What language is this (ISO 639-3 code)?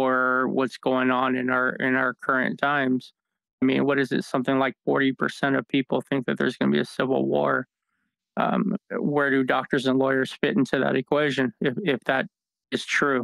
eng